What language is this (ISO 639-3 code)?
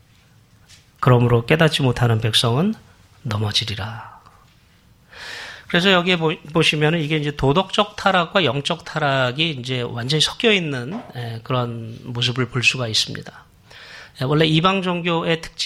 kor